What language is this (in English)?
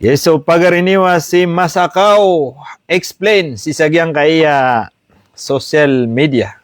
Maranao